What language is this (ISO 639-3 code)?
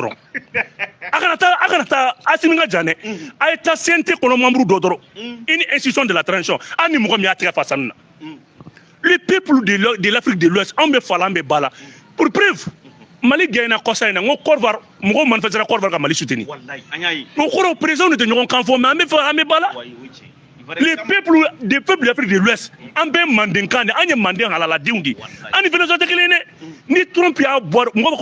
bam